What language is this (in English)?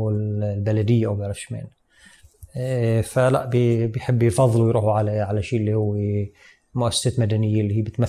North Levantine Arabic